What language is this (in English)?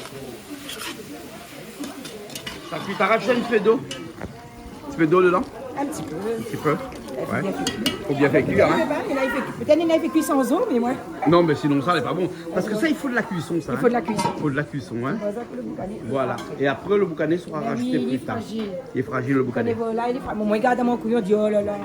Réunion Creole French